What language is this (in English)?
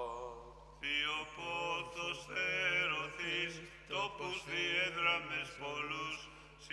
Greek